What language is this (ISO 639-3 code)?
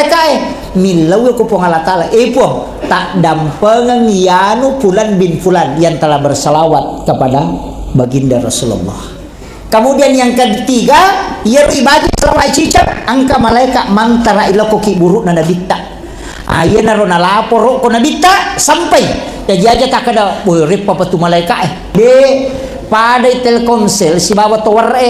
bug